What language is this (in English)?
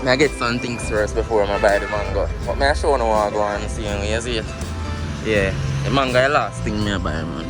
Jamaican Creole English